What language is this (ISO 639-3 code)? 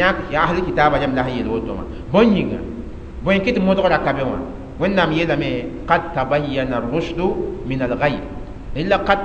mos